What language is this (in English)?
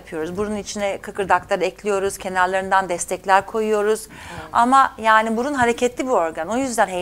Turkish